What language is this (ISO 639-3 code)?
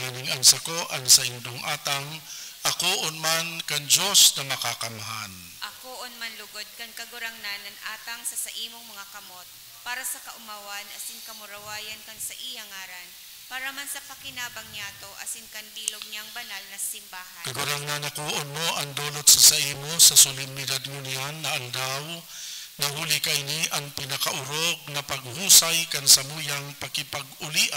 bik